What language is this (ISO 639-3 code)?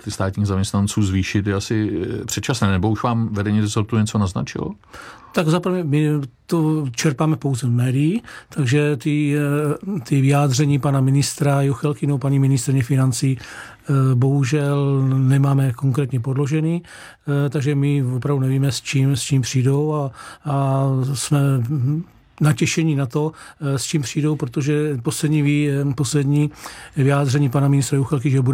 ces